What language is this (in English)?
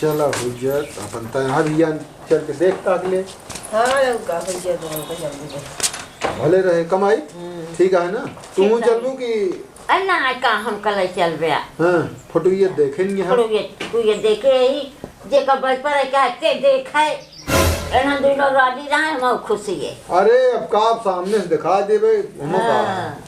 Awadhi